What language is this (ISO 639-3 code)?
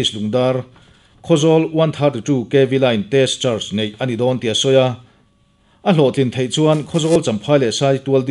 lus